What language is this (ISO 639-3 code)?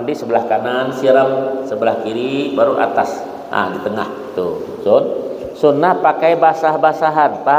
bjn